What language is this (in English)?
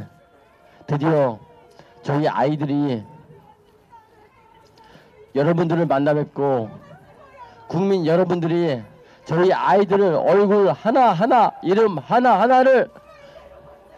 Korean